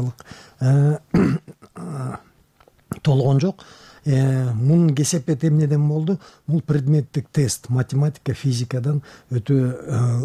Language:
Kyrgyz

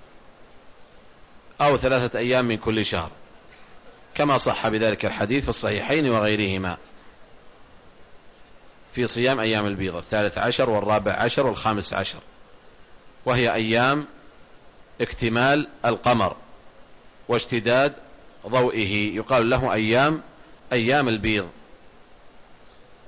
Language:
Arabic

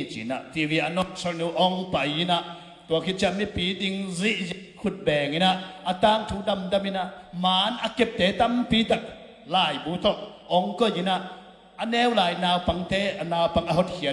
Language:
Tedim Chin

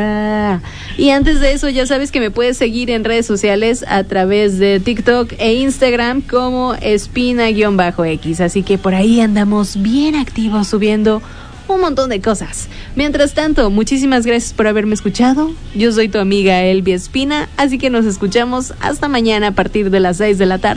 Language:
Spanish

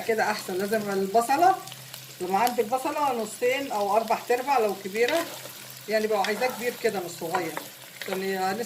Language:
Egyptian Arabic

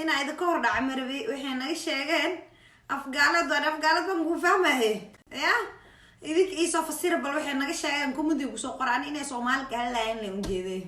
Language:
Somali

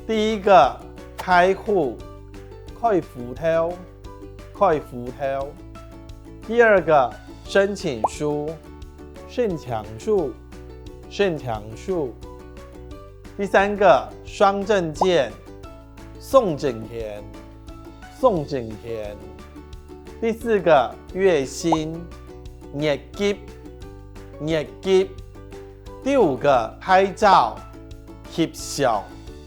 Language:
Hakka Chinese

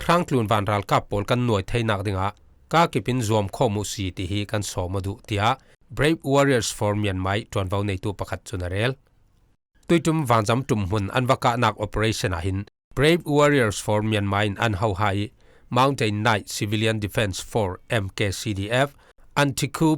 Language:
Falam Chin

